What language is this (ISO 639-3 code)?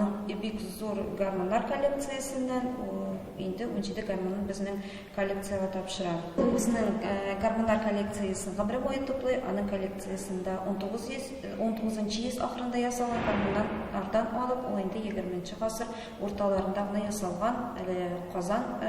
tat